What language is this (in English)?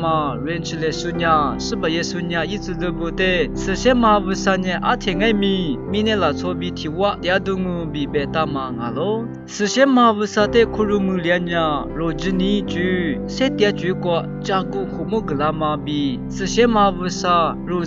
Lisu